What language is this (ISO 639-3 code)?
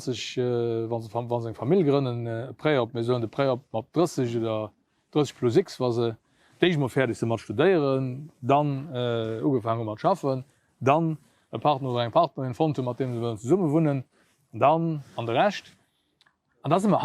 ltz